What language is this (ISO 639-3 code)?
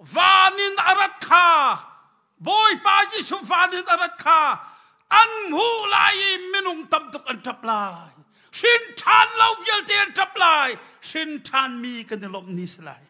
cnh